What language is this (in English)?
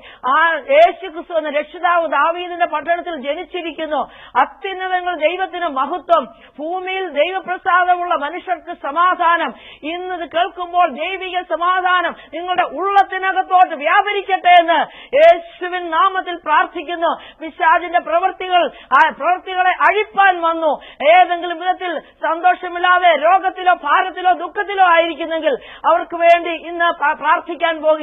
Malayalam